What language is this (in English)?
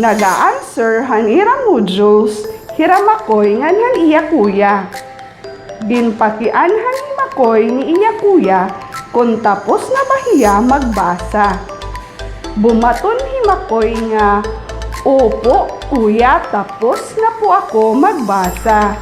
Waray